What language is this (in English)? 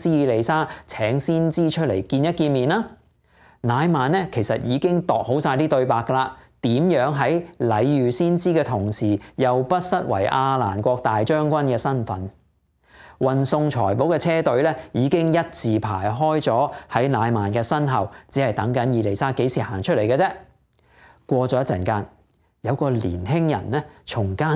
Cantonese